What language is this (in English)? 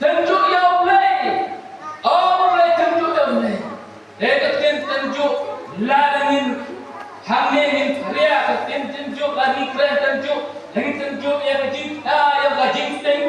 Khasi